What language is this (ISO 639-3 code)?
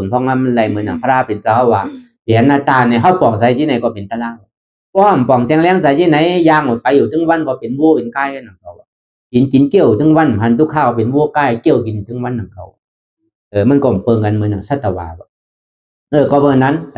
shn